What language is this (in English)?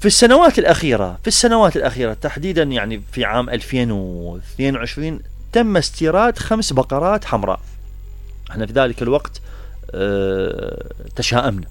Mesopotamian Arabic